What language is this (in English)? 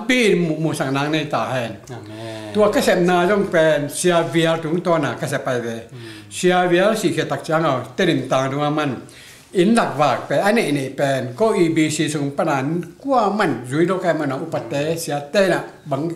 Tedim Chin